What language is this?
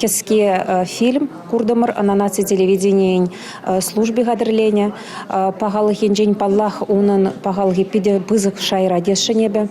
Chuvash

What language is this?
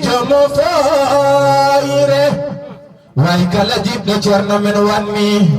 Fula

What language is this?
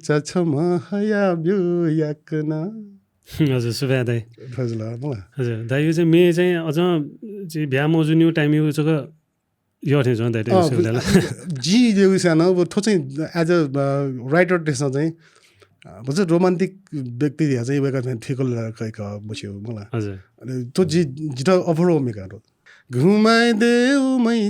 Newari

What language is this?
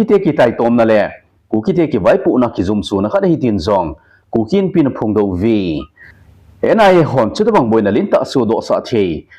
Thado Chin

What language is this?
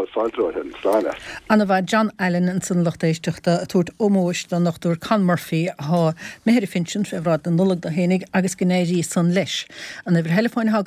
Irish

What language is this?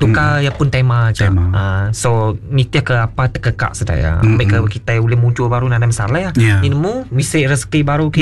Iban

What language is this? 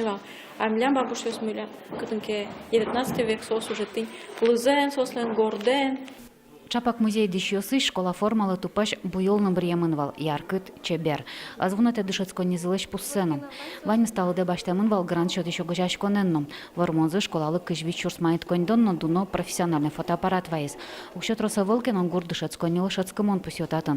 Udmurt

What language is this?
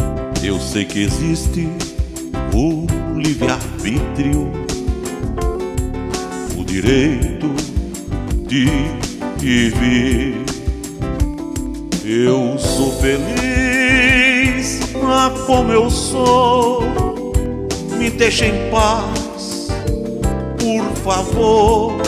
Portuguese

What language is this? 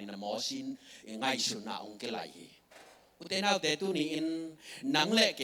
Tedim Chin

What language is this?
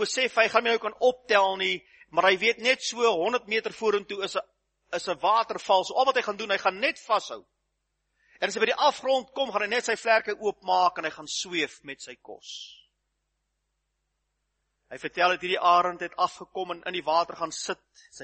Afrikaans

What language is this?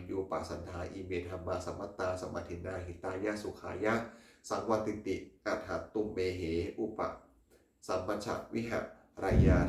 Pali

